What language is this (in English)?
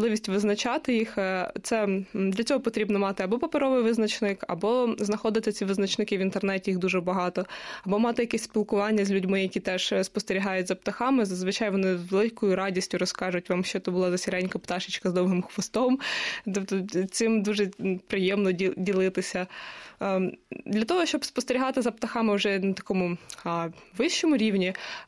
Ukrainian